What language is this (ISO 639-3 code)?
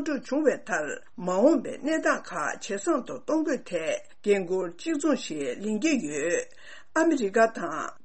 bod